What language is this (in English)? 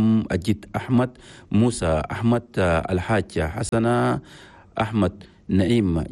Chadian Arabic